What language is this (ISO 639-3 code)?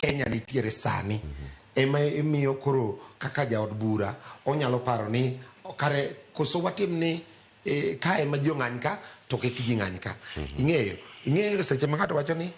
luo